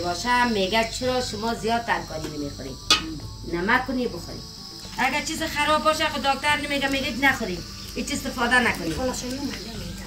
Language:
Persian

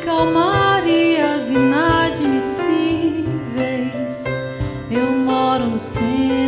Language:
Portuguese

